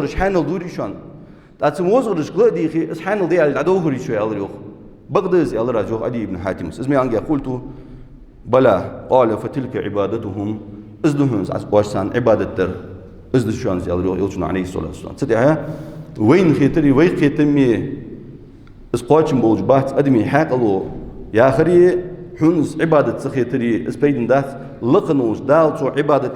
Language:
Ingush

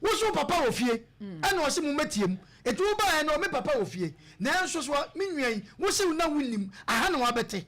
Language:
Akan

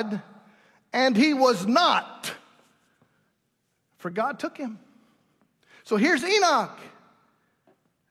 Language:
English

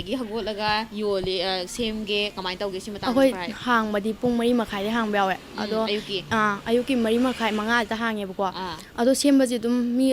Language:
Manipuri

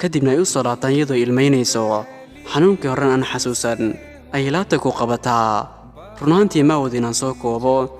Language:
Somali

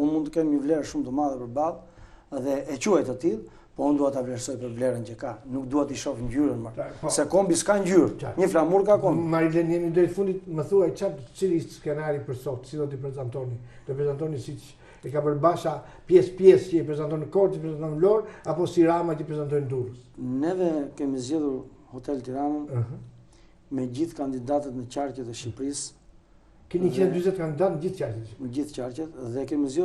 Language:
Albanian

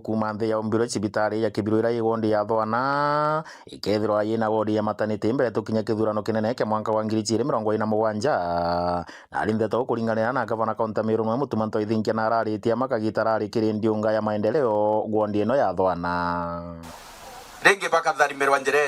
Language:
Meru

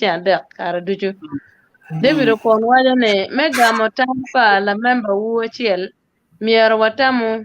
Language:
Acoli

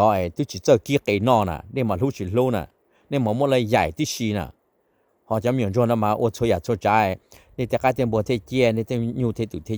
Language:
Hmong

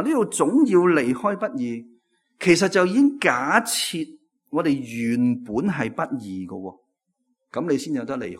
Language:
Cantonese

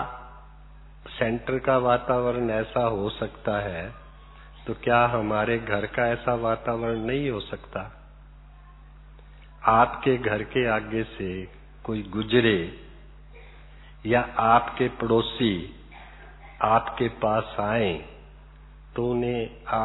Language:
Hindi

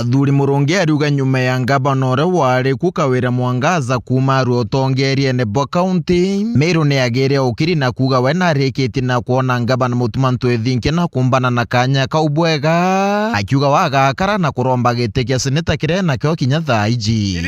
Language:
Meru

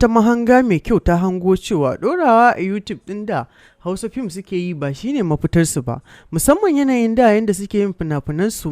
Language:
Hausa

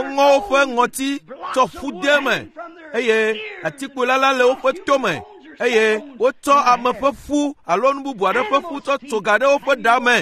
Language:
Ewe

